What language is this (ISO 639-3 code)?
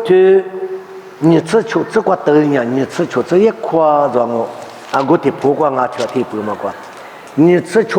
lis